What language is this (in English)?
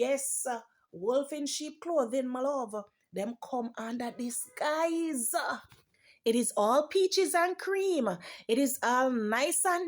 Jamaican Creole English